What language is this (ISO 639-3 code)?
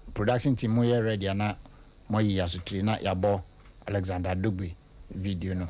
aka